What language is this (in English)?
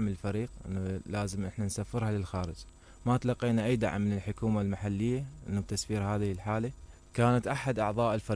Mesopotamian Arabic